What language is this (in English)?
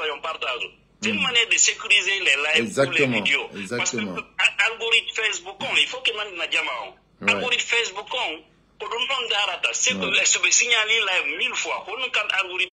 Fula